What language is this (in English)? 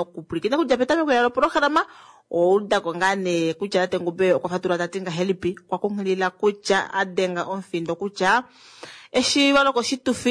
Kuanyama